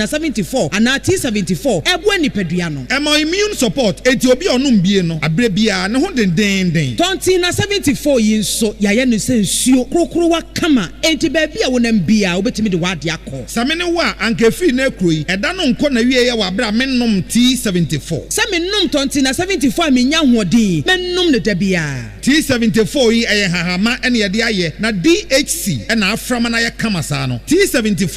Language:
Akan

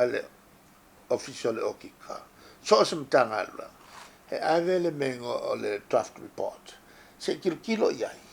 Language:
Samoan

